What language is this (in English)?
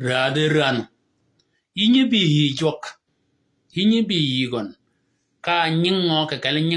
Shilluk